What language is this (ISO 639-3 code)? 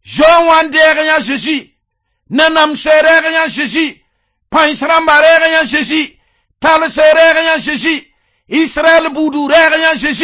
mos